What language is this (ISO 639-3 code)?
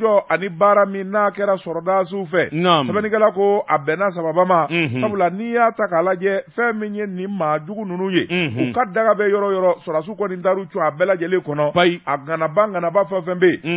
bam